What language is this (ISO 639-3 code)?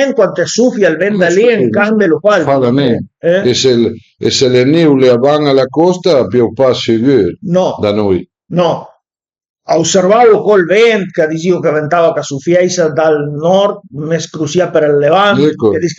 pms